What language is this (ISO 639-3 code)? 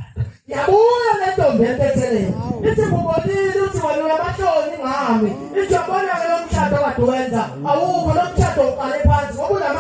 zul